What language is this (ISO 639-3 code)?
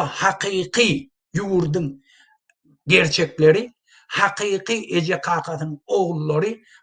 tuk